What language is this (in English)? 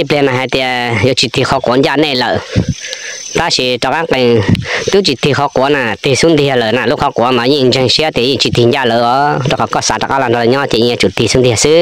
Hmong